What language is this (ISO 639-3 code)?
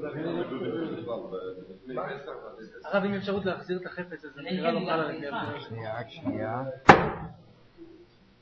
heb